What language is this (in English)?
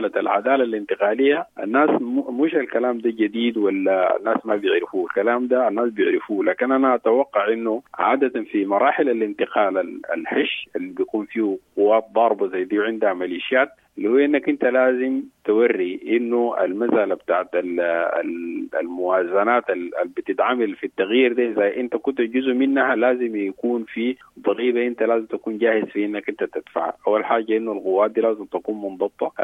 Sudanese Arabic